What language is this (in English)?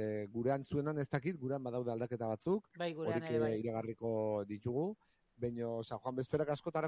Basque